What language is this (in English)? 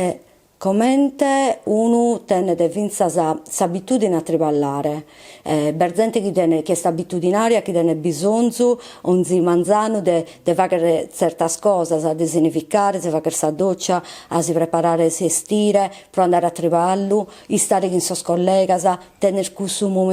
Sardinian